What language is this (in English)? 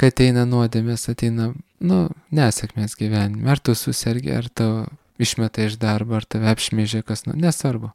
Lithuanian